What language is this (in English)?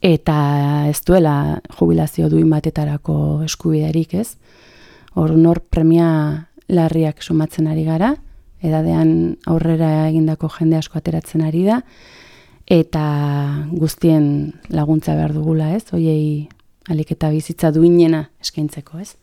Basque